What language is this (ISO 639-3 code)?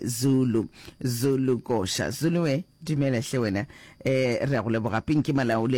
nso